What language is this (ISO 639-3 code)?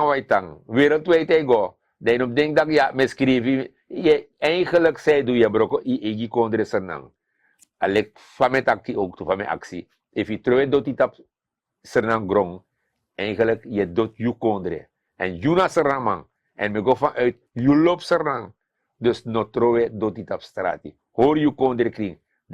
srn